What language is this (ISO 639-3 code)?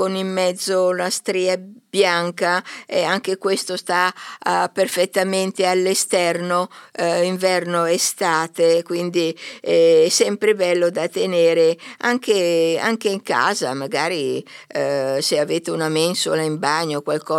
ita